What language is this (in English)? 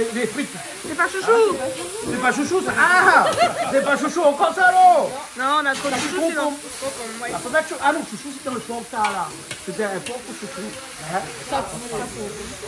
Réunion Creole French